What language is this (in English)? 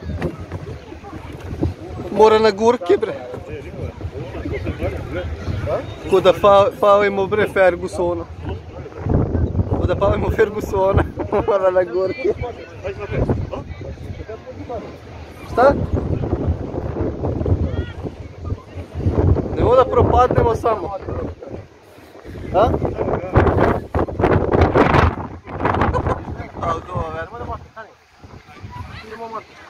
Serbian